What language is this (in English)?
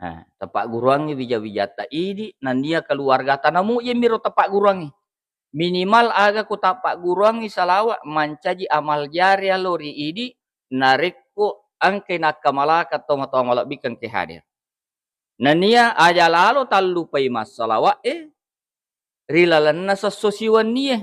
Buginese